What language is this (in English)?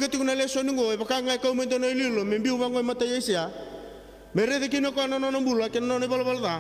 Fijian